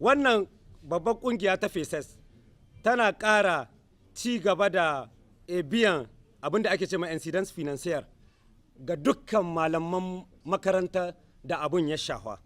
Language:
Hausa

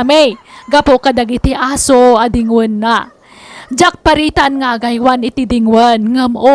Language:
Iloko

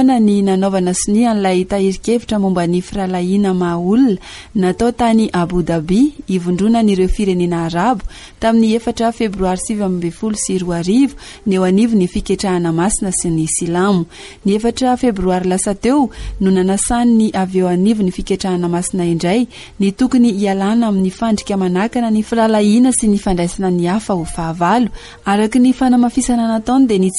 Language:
Malagasy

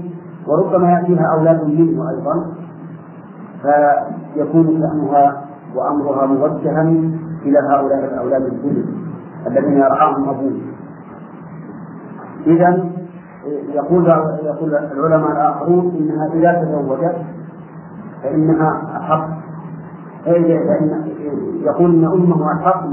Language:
Arabic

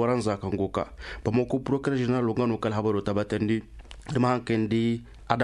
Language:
Zarma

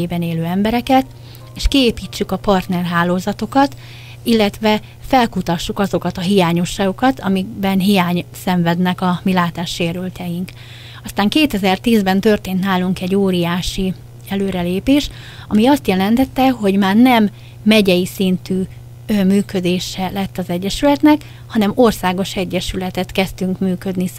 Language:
Hungarian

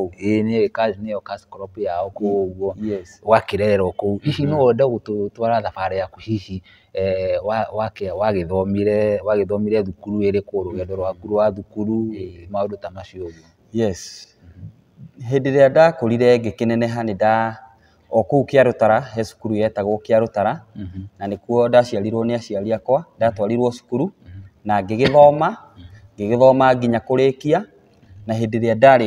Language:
Kikuyu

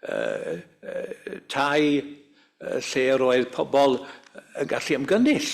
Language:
Welsh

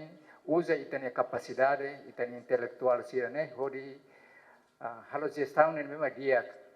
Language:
Tetum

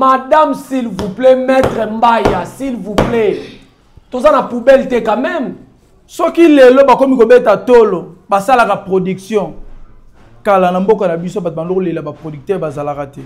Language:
Lingala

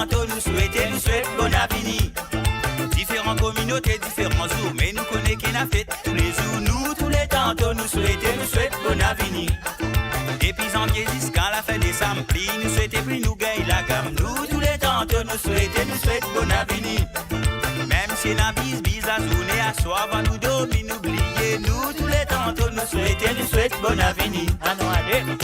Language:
Morisyen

